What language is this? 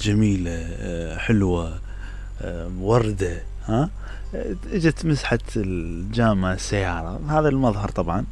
Mesopotamian Arabic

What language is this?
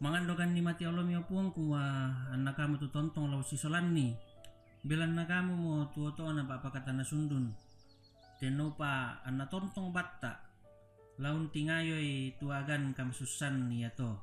Toraja-Sa'dan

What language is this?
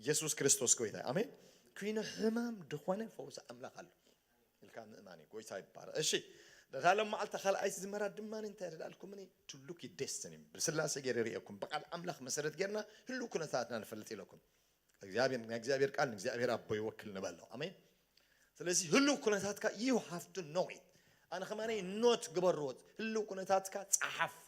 Tigrinya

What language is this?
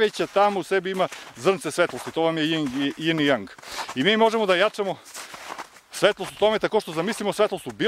Serbian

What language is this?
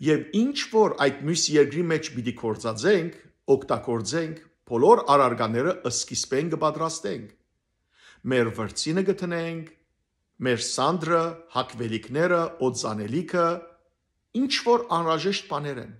Western Armenian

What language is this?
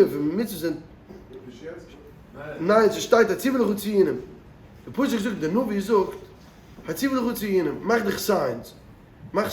Yiddish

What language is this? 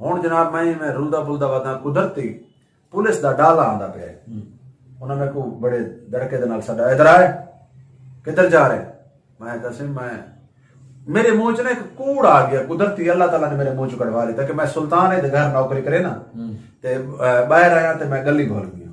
Saraiki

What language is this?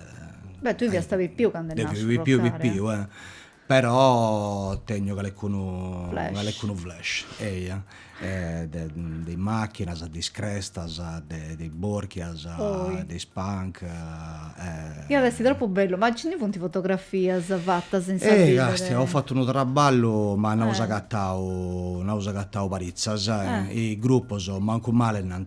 Sardinian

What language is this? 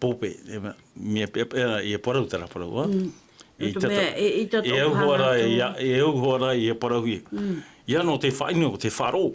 Tahitian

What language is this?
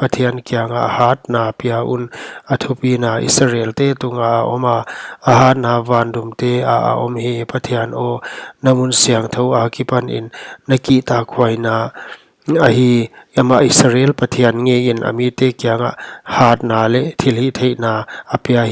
Paite Chin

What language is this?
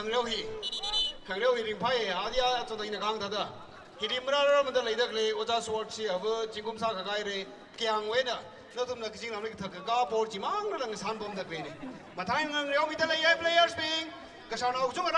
Tangkhul Naga (India)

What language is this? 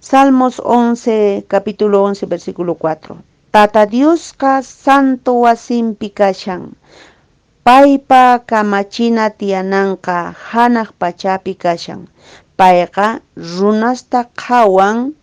Quechua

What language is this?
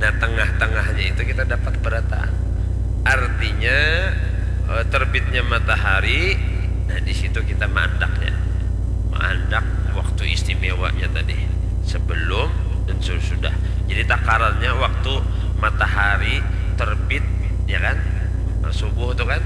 Banjar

